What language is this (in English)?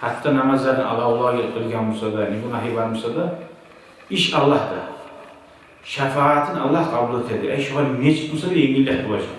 Kumyk